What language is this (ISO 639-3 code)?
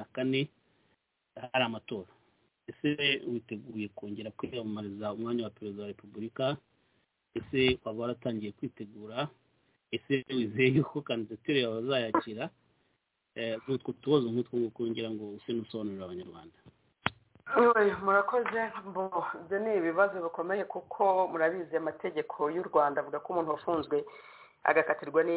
kin